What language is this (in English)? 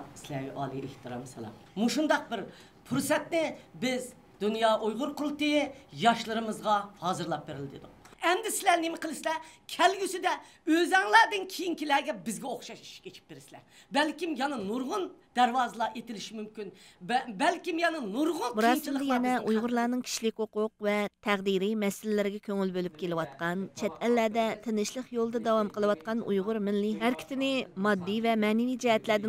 Uyghur